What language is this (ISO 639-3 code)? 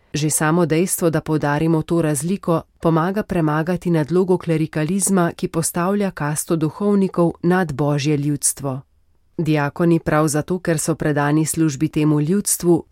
slv